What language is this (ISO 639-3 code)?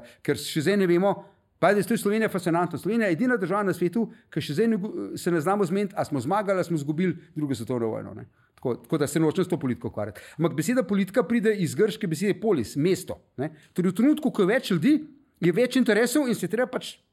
slv